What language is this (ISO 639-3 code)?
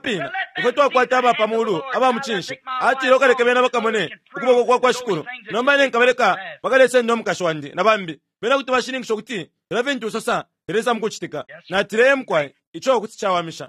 bem